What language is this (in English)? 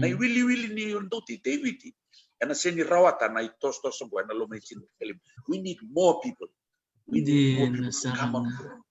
Fijian